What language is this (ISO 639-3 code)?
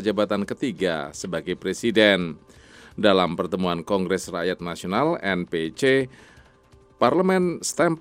ind